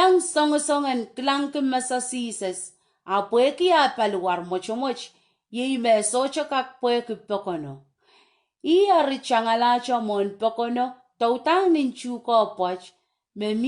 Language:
Pohnpeian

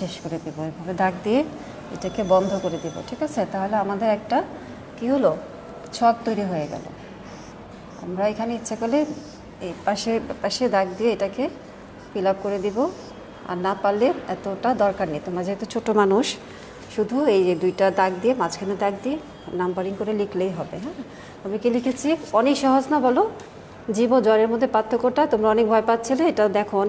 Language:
Bangla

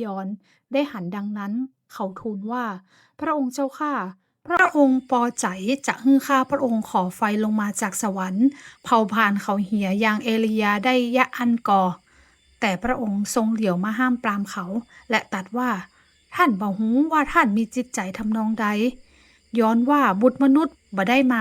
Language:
Northern Thai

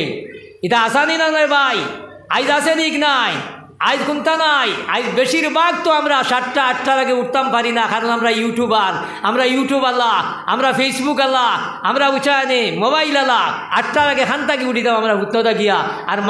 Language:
Sylheti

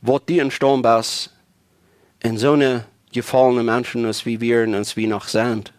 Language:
Plautdietsch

